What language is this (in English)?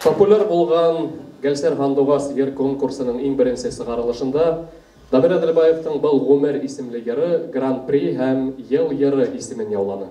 Bashkir